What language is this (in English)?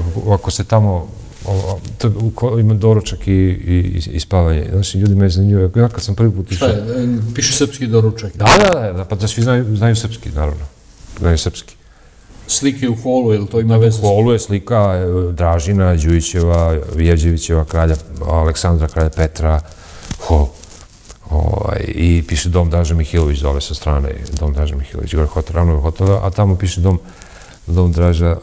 Serbian